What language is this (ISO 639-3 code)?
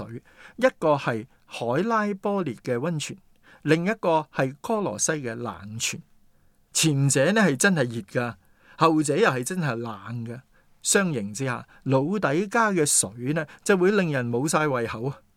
yue